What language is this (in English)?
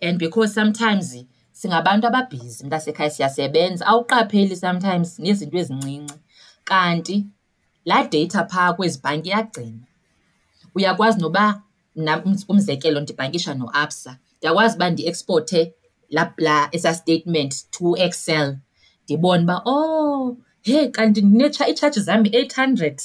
Xhosa